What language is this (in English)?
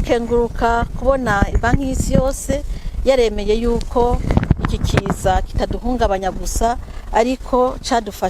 Rundi